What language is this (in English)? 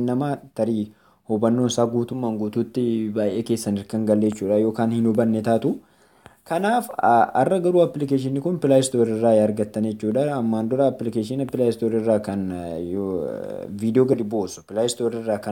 Oromo